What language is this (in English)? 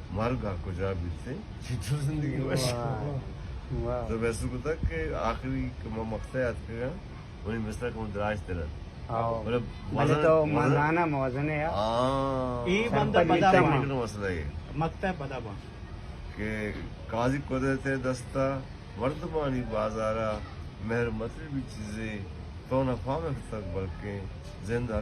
Baluchi